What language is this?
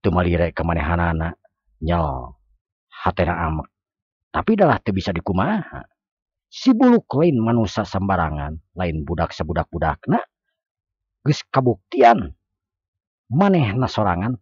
Sundanese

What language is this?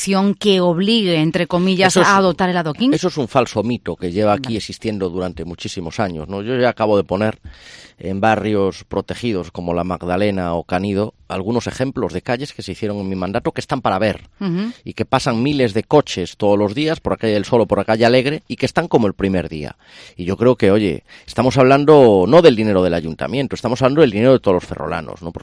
Spanish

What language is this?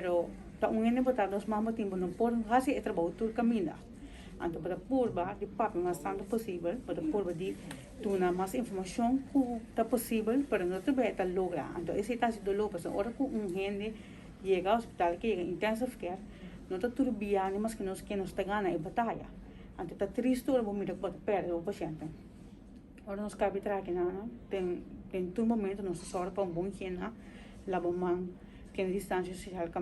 Papiamento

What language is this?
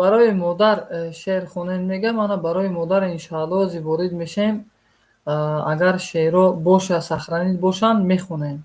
Tajik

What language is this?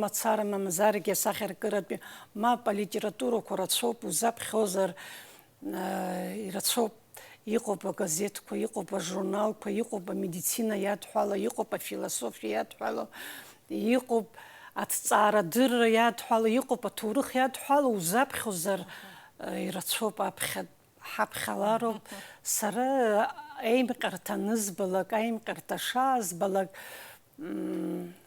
Abkhazian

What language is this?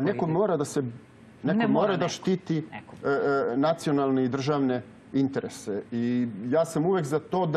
Serbian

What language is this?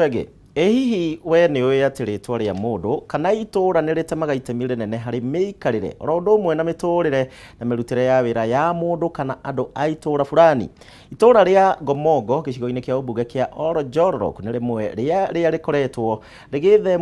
Kikuyu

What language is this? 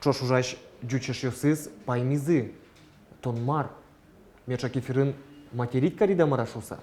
Udmurt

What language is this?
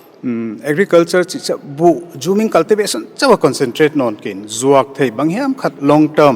Paite Chin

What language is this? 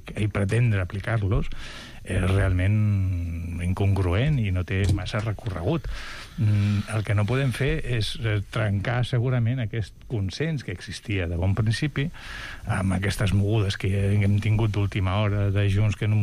Catalan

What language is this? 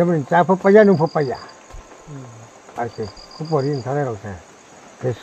Riang (India)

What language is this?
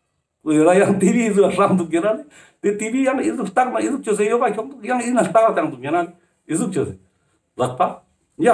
Ladakhi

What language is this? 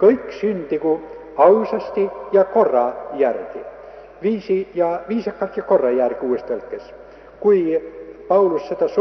Estonian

